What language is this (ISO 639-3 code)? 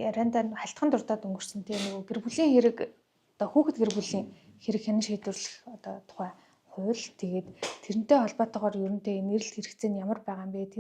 mon